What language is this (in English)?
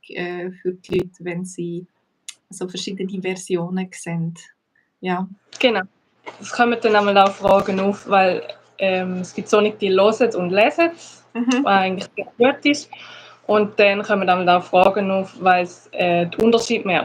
Swiss German